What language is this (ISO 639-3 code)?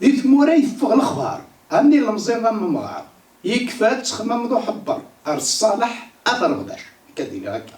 kab